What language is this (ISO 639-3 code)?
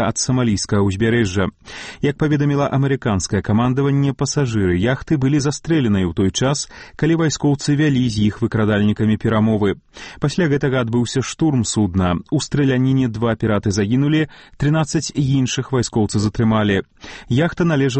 bel